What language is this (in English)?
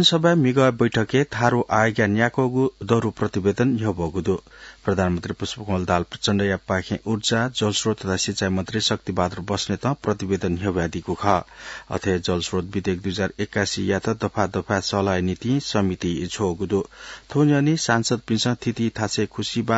Newari